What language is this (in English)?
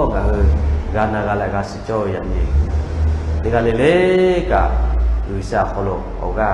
Lahu